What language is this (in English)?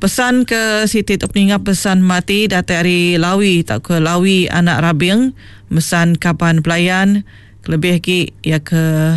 Iban